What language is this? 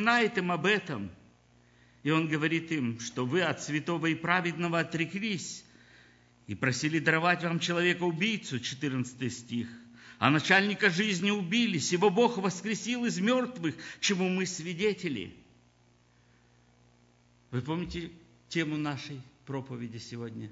Russian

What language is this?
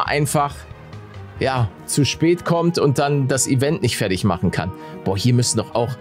German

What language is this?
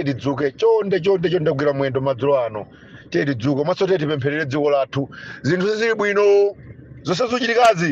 Nyanja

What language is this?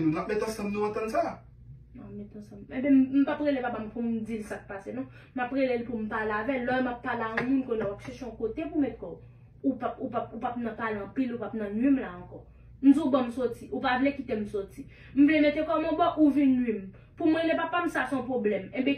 Haitian Creole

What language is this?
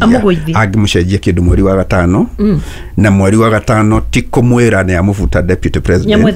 Kikuyu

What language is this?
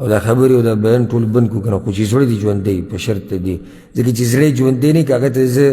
Pashto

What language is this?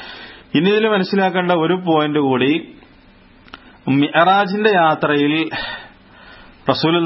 Malayalam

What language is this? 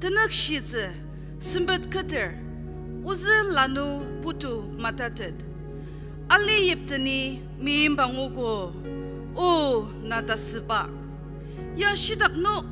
Ao Naga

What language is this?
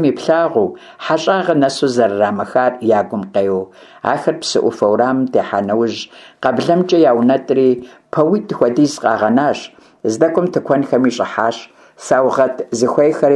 Kabardian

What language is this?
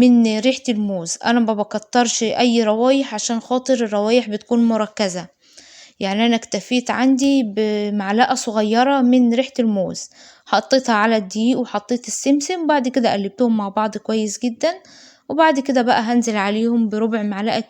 Egyptian Arabic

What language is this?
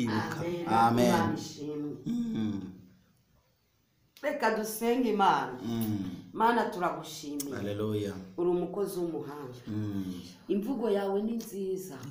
Kinyarwanda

